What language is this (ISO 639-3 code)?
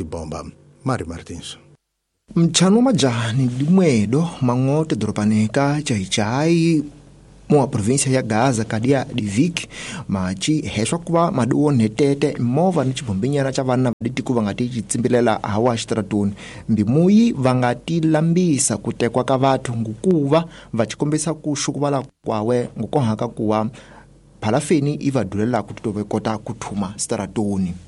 tso